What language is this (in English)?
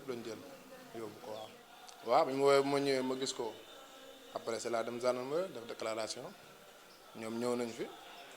Wolof